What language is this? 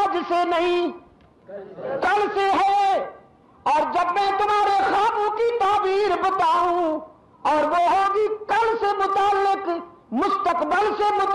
Urdu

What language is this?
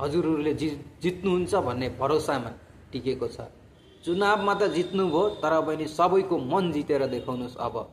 Nepali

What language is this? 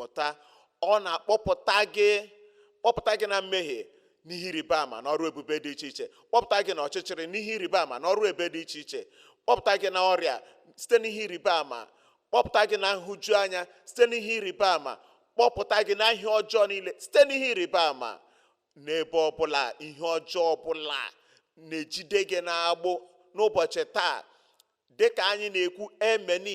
Igbo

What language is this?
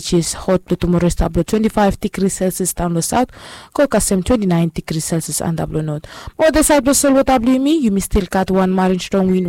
Bislama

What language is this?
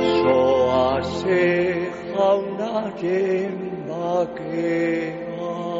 Basque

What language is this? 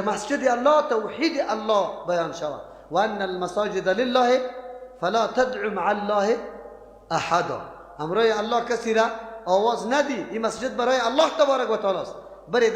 Persian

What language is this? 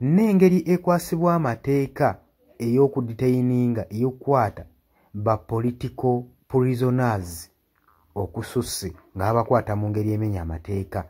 Ganda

